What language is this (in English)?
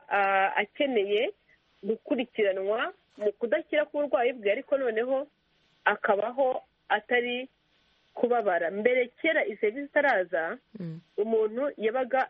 Kinyarwanda